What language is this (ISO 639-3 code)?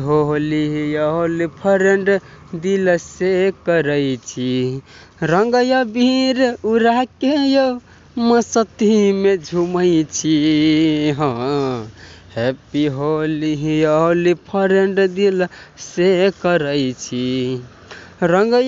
mai